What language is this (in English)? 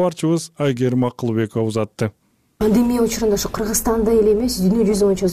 Kyrgyz